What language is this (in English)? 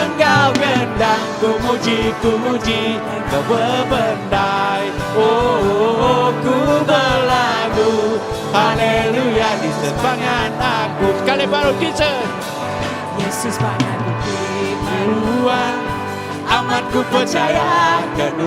Iban